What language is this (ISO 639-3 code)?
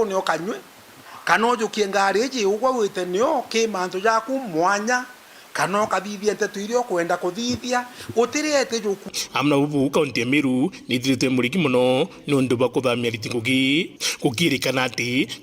mer